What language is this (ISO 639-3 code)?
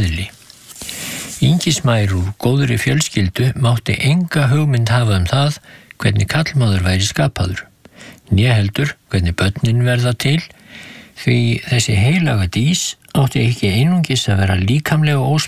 isl